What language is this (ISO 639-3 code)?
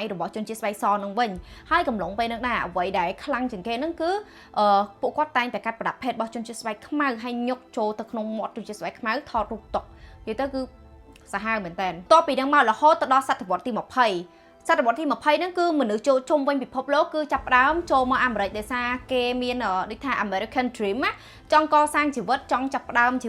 khm